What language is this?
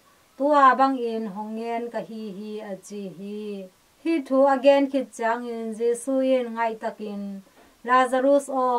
Tedim Chin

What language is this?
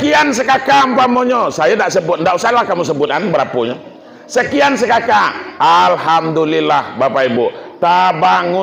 Minangkabau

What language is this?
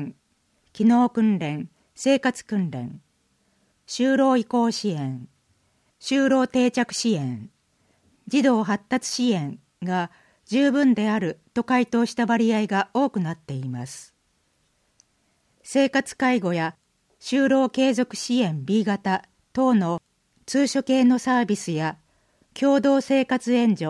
Japanese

